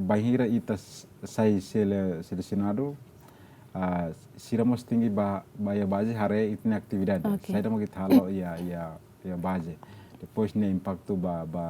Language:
Tetum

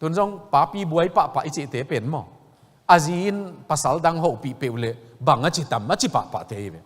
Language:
Tedim Chin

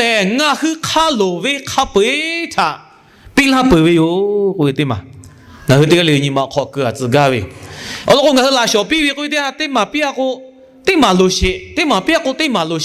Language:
Lahu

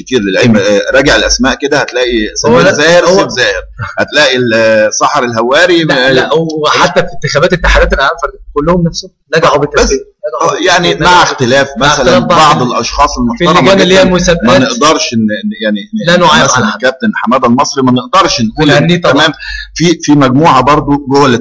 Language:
Egyptian Arabic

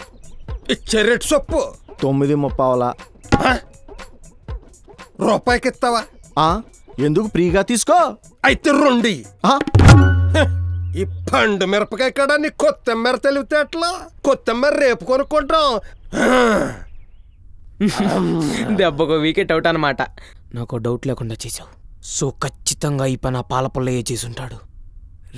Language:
Telugu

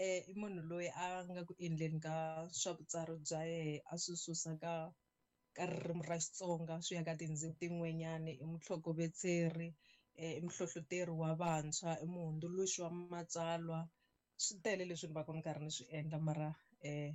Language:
Tsonga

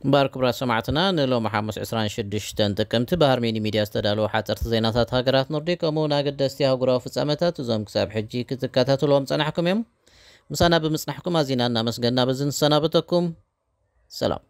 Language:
Tigrinya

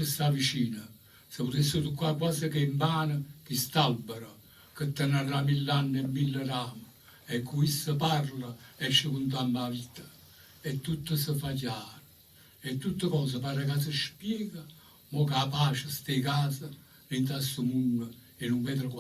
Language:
Neapolitan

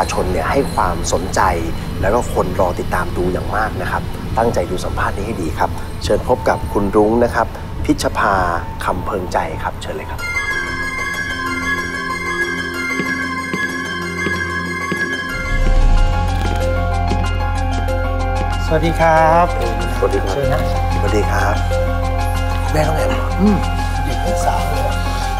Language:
Thai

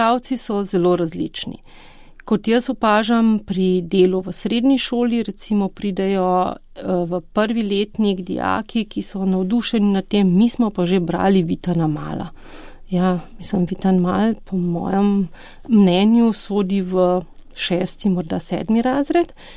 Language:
Slovenian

